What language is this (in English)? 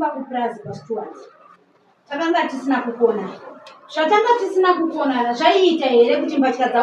Shona